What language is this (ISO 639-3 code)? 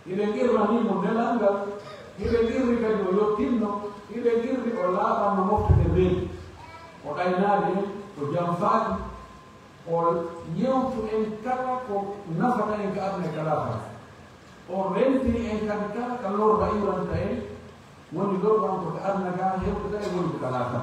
fuf